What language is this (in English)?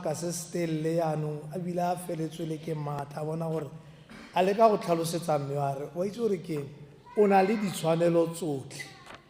Tswana